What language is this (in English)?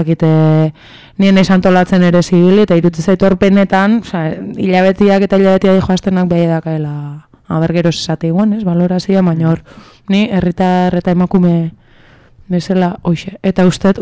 Basque